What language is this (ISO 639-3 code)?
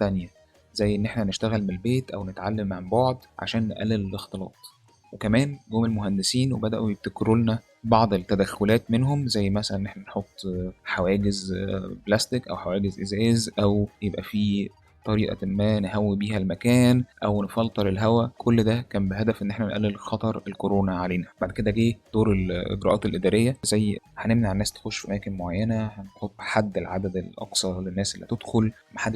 arz